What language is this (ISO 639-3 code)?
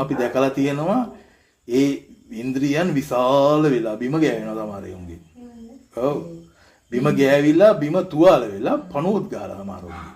sin